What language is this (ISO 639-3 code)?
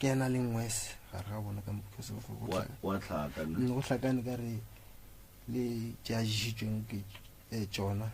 nso